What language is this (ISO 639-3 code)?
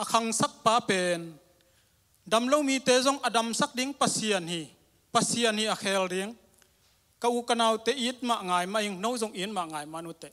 ctd